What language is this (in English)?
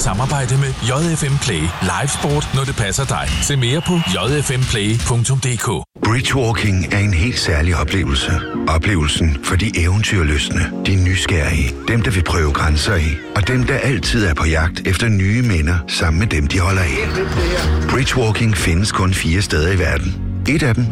Danish